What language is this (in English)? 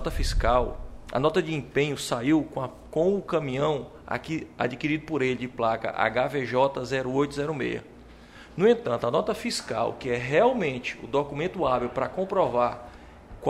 Portuguese